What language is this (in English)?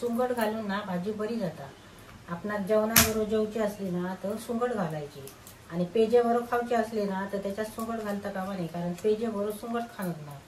Konkani